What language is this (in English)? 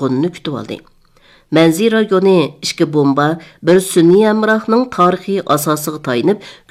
Uyghur